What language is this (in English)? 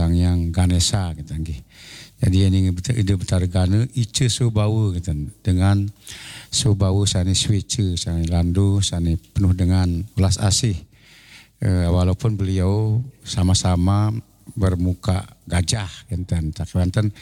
Balinese